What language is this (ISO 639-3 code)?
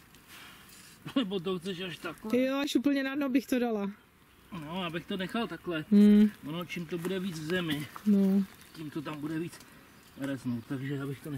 ces